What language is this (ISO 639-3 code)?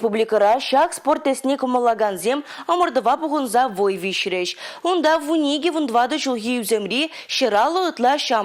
chv